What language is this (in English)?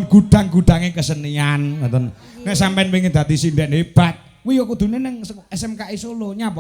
Javanese